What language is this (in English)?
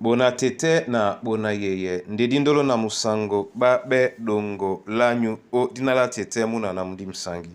Duala